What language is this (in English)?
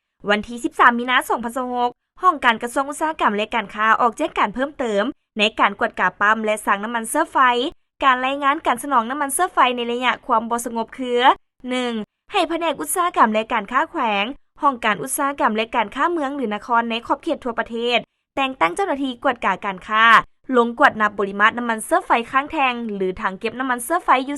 Lao